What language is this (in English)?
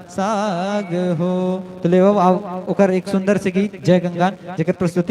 Chhattisgarhi